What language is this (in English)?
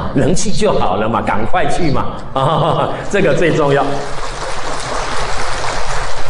Chinese